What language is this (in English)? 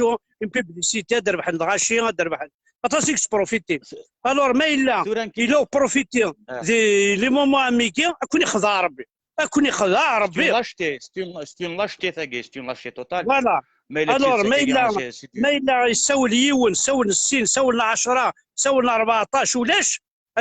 Kabyle